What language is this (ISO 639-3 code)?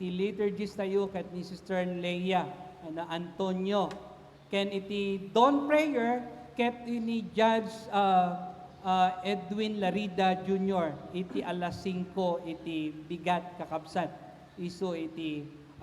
ilo